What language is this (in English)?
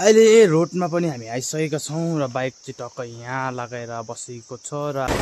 Nepali